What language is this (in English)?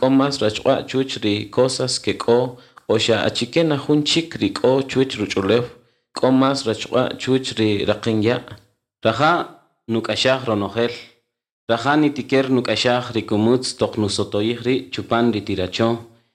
Kaqchikel